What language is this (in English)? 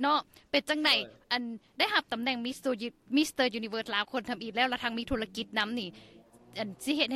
Lao